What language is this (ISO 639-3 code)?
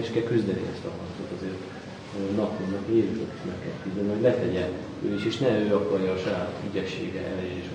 hun